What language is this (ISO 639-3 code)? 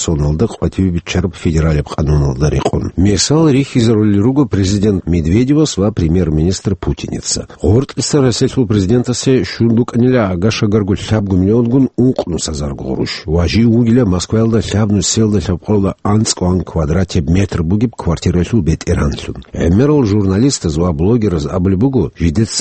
ava